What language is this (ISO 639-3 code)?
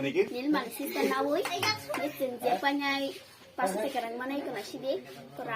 trp